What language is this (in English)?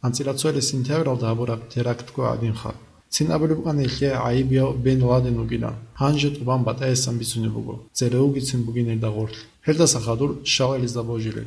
Avaric